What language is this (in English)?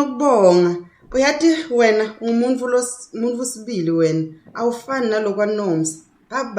Zulu